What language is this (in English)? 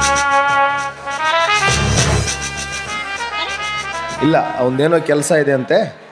Kannada